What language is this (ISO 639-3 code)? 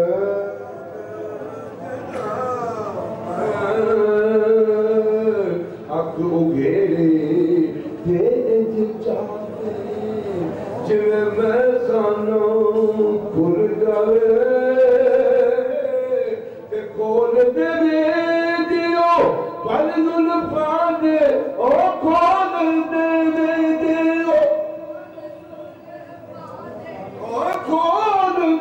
urd